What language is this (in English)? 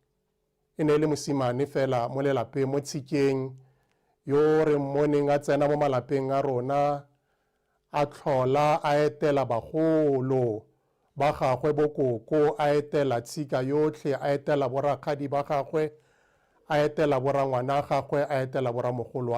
Tswana